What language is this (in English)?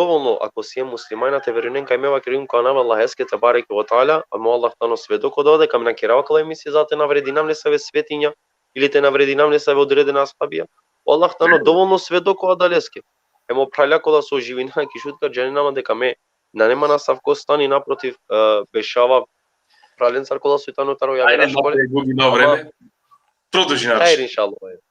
Balkan Romani